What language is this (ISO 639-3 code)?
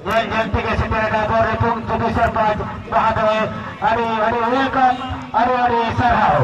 sat